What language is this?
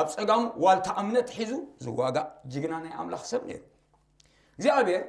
Tigrinya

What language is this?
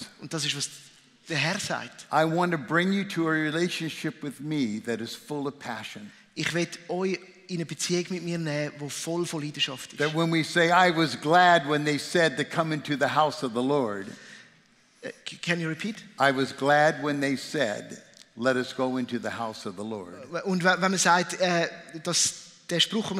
Swiss German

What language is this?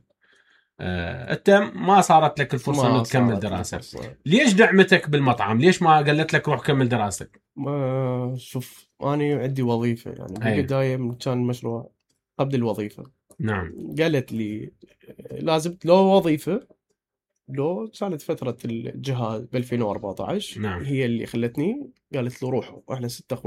Mesopotamian Arabic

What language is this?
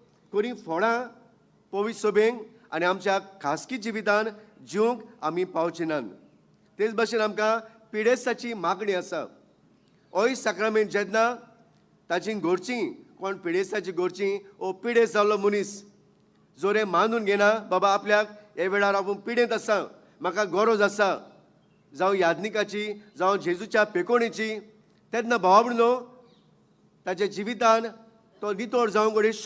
Konkani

